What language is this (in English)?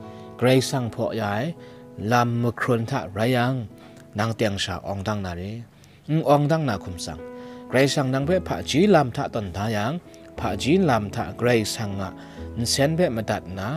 Kachin